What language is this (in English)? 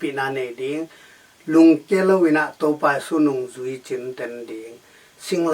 Tedim Chin